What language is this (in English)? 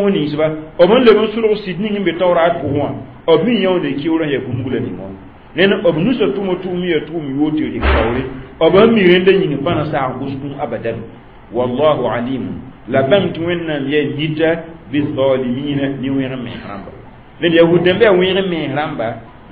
Mossi